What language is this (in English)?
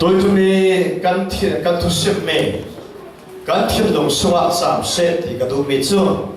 Falam Chin